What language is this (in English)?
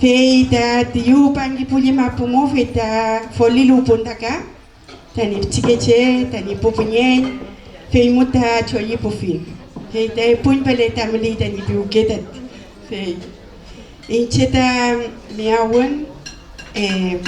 Mapuche